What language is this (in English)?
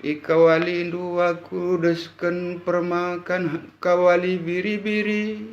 Batak Karo